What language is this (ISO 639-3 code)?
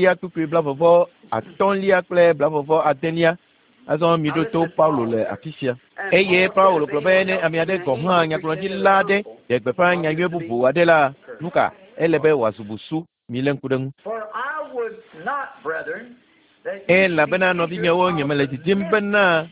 ewe